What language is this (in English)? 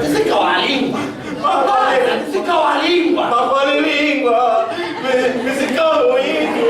Sicilian